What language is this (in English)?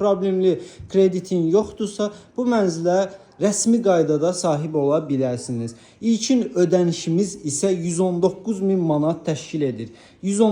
Azerbaijani